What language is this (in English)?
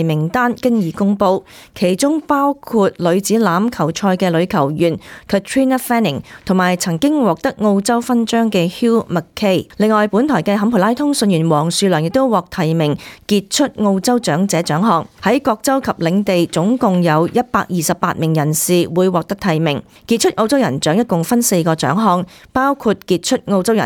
Cantonese